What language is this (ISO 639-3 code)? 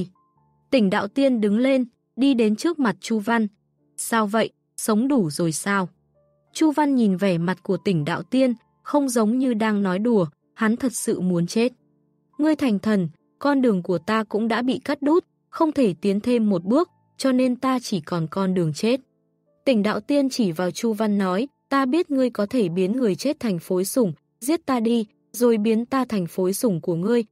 vie